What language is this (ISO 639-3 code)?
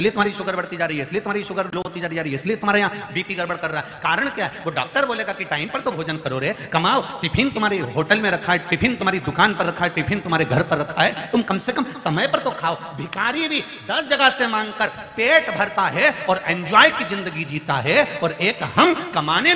hin